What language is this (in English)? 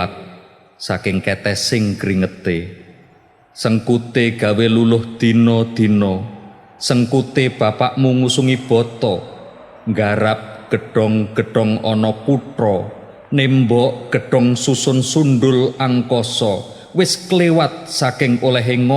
Javanese